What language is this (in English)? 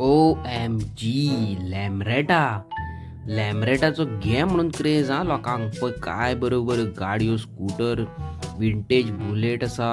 Konkani